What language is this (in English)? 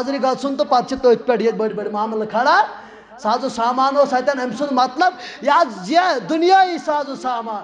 Kashmiri